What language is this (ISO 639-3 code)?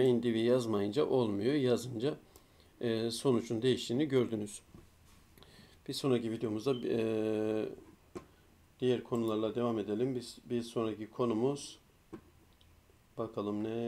tur